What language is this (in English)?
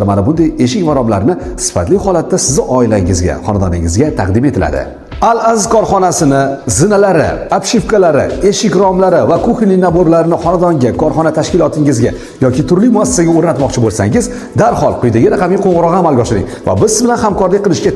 Uzbek